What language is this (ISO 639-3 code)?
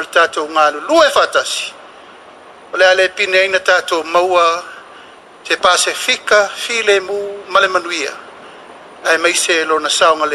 smo